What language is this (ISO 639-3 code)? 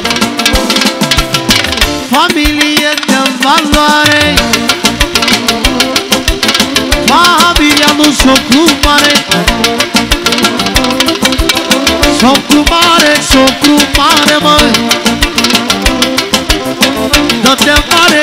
ron